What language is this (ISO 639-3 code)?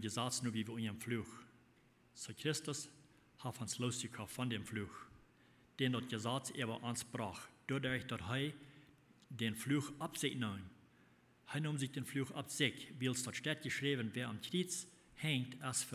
pdt